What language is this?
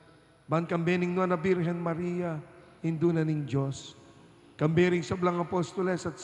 Pampanga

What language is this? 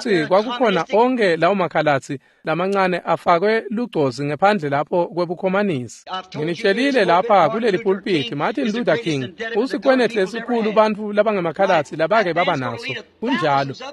Swati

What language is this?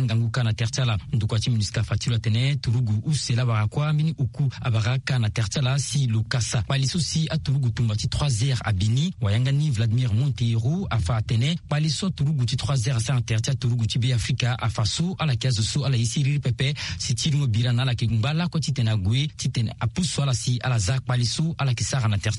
Sango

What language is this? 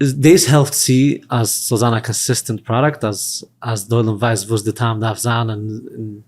Yiddish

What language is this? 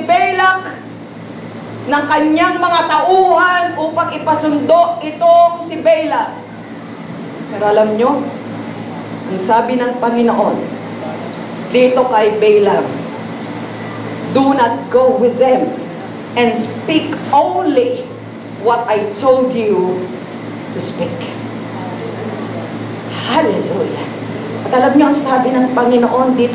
Filipino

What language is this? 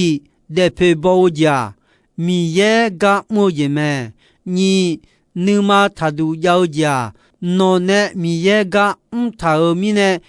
Akha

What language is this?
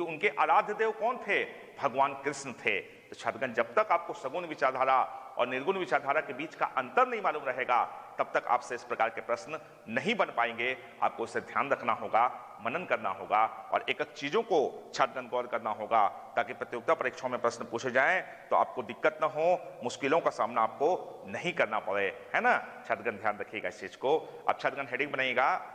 Hindi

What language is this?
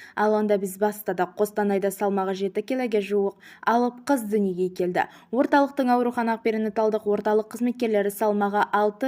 Kazakh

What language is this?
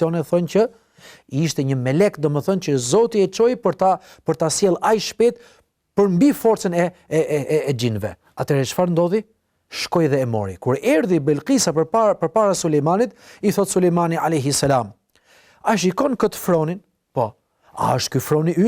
Albanian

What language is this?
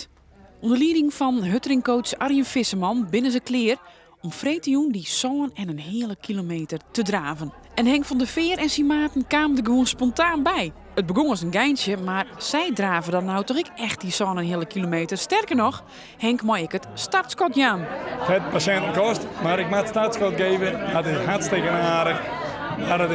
Western Frisian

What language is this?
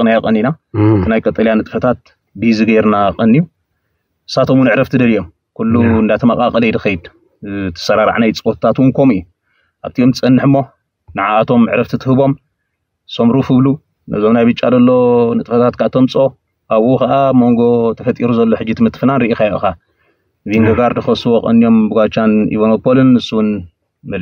Tigrinya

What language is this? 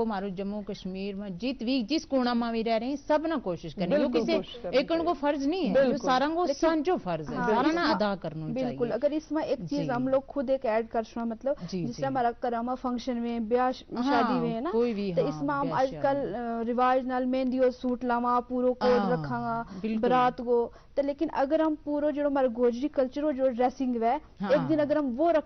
Gujari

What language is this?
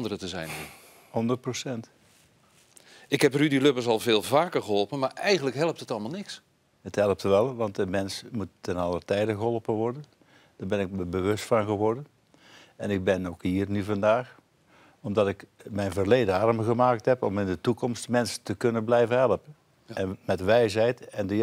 Dutch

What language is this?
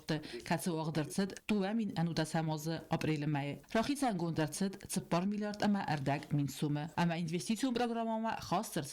Ossetic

